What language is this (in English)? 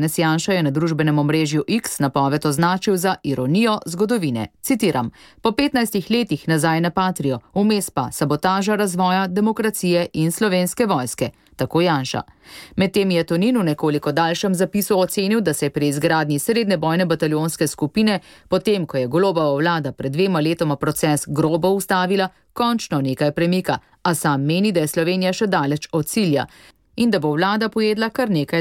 Slovenian